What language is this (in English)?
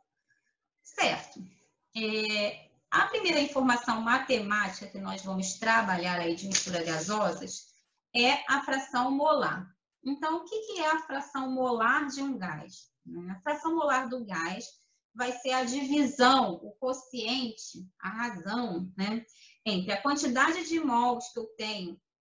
Portuguese